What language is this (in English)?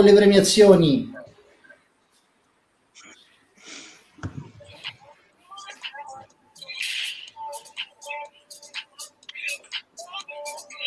Italian